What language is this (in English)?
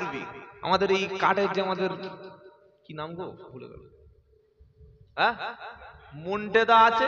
Bangla